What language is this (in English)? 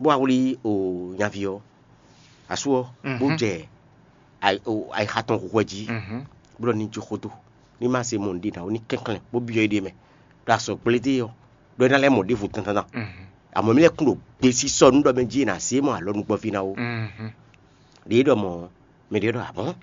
Fon